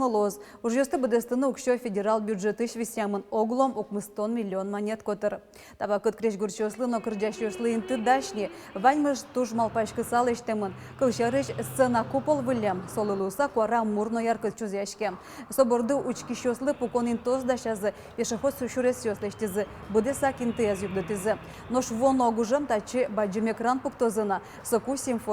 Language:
Udmurt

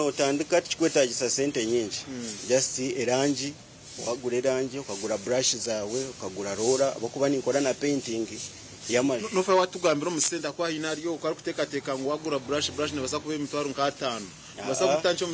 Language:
Nyankole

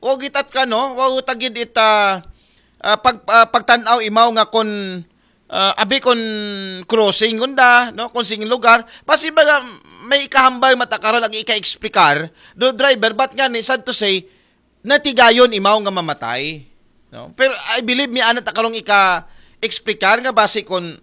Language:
Aklanon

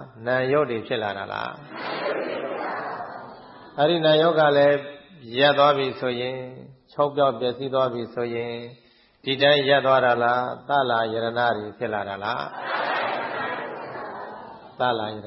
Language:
Burmese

